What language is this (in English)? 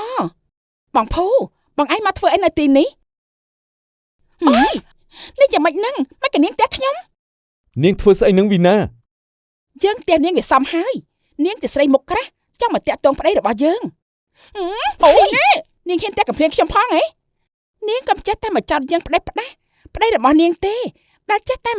Khmer